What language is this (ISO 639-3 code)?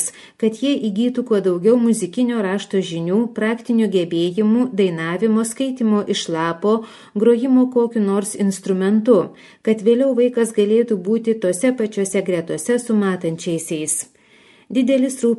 lit